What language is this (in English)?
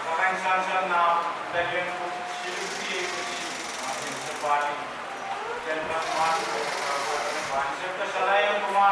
Pohnpeian